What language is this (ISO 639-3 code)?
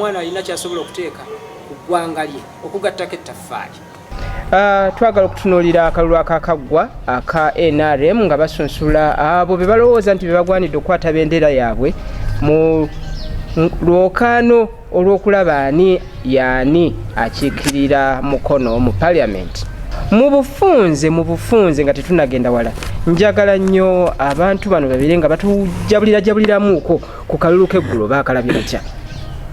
lug